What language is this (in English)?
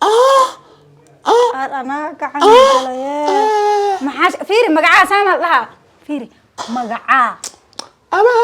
Somali